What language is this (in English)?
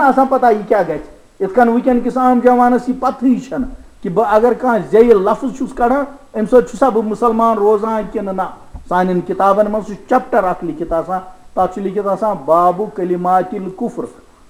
Kashmiri